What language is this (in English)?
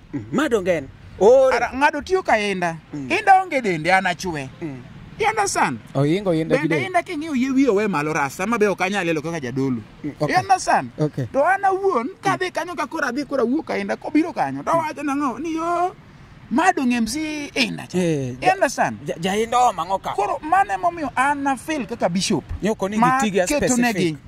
Luo (Kenya and Tanzania)